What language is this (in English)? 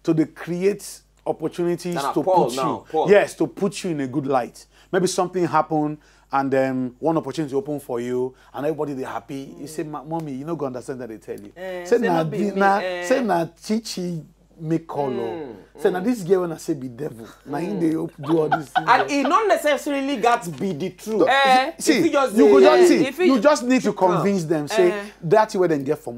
Nigerian Pidgin